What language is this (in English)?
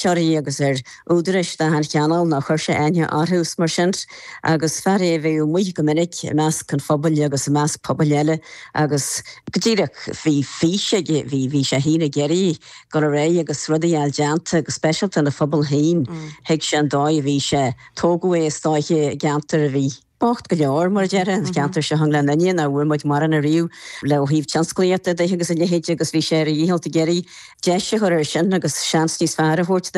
Irish